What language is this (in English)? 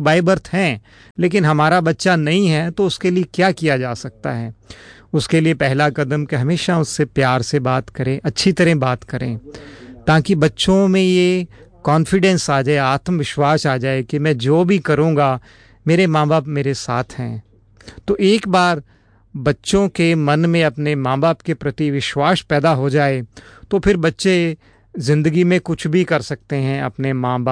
Hindi